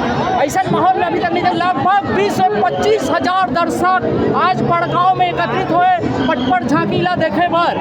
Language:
Chhattisgarhi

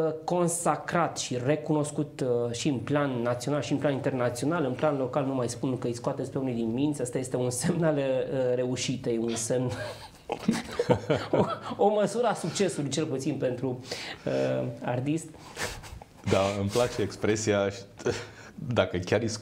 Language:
Romanian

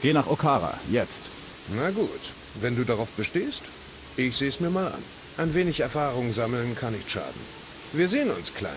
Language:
Bavarian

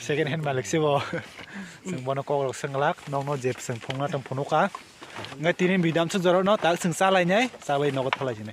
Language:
Kok Borok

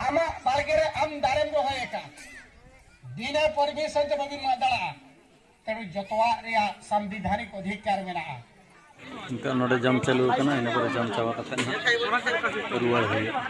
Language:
Santali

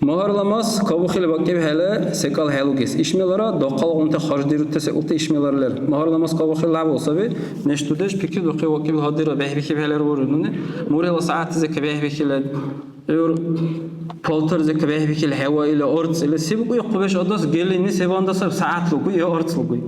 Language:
Dargwa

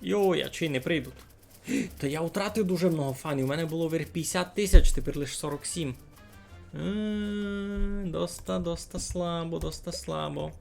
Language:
Rusyn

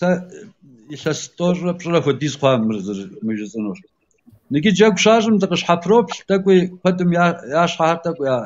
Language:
Kabardian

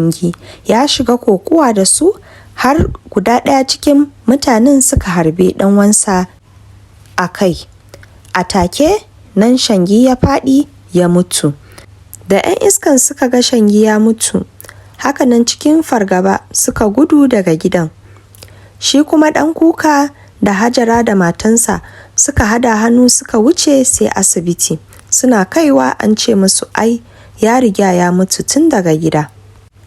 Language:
Hausa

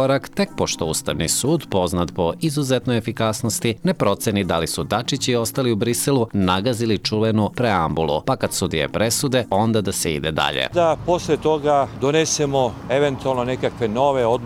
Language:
Serbian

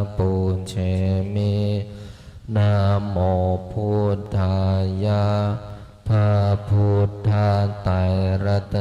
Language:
Pali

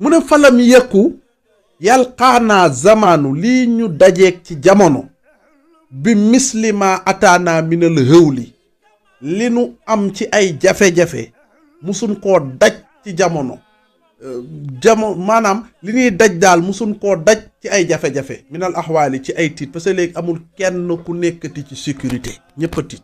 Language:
Wolof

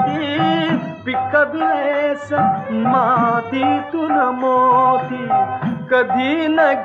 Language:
Marathi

